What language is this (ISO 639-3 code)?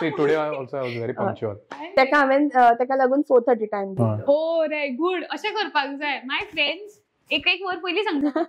kok